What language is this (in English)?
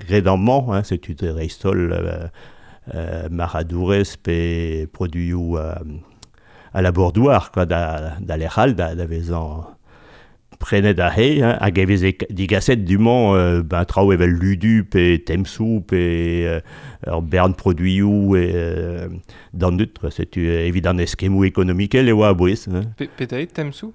Breton